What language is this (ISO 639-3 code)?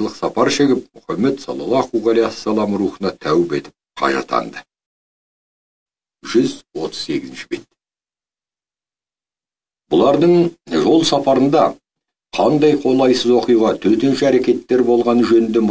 kaz